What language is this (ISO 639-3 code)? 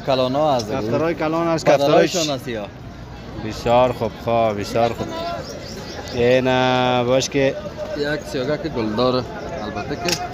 fas